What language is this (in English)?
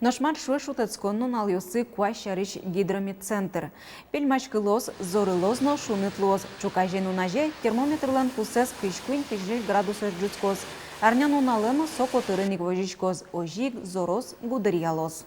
Udmurt